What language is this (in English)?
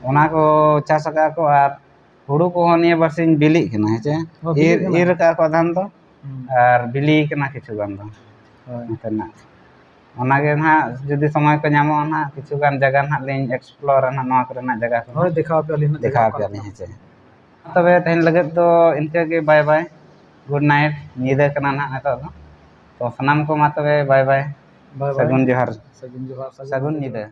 Santali